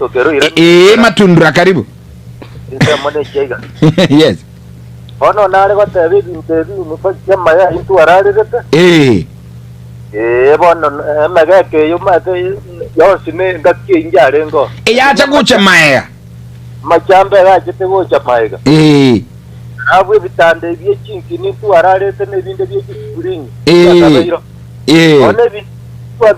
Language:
Gusii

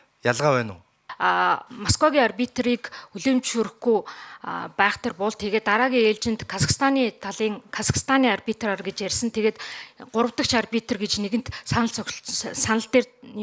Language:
Mongolian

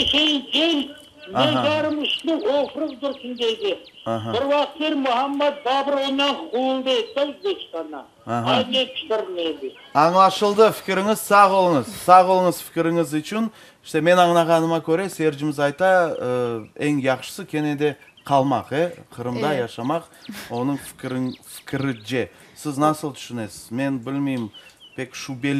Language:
Crimean Tatar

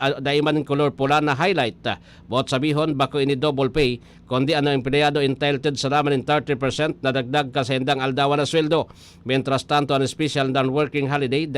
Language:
Bikol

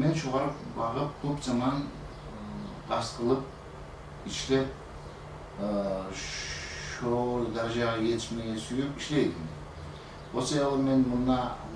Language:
Kumyk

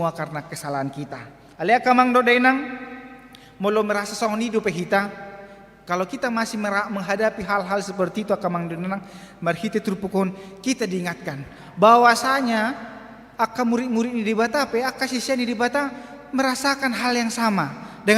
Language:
Batak Toba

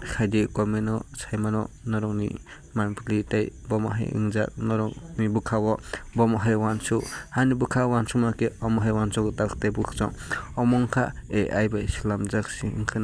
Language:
Kok Borok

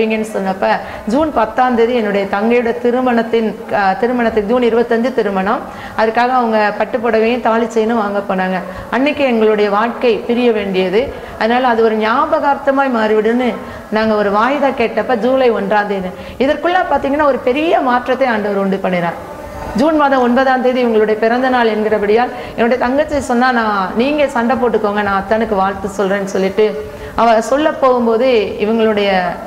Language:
Tamil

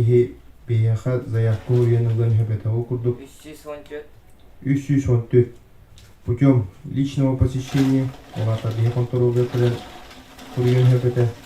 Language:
Yakut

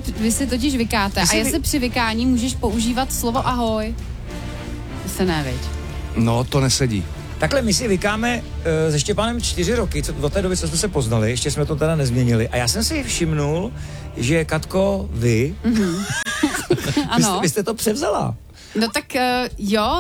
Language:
Czech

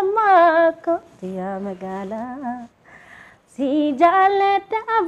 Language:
Oromo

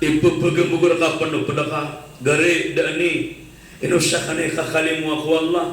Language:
Maranao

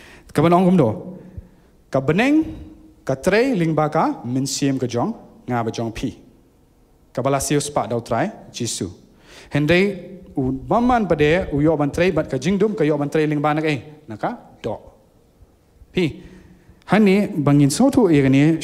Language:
Khasi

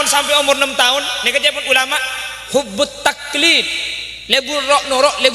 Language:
Madurese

